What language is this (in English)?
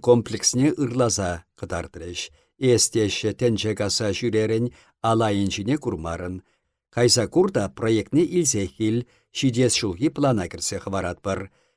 Chuvash